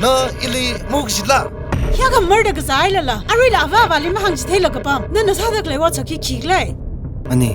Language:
Tangkhul Naga (India)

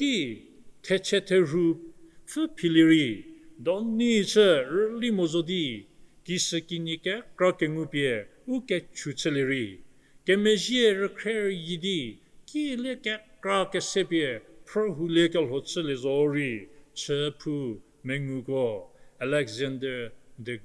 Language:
Angami Naga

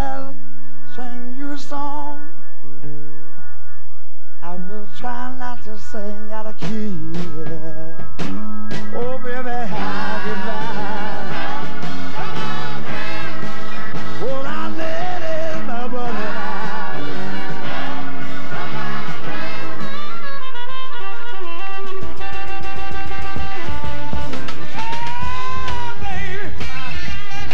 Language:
English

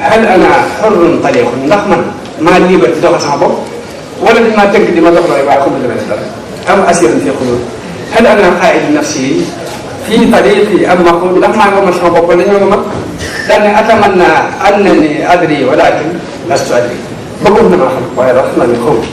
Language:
Wolof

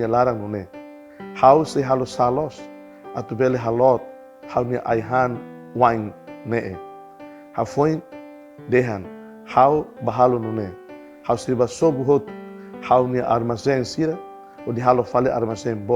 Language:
Tetum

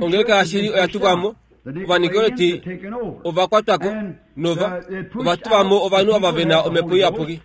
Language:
Kuanyama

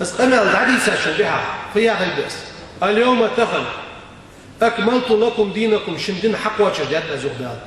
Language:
Ingush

